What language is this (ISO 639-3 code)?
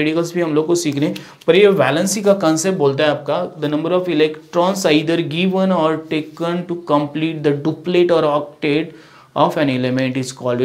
hin